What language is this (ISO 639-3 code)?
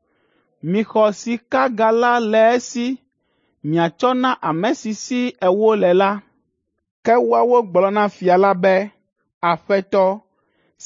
ewe